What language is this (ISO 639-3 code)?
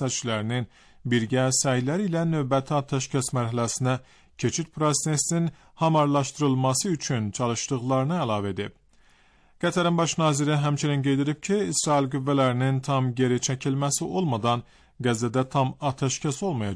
aze